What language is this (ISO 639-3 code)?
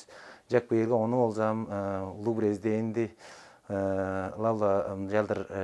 tyv